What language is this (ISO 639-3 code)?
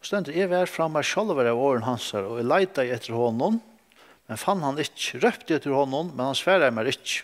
fao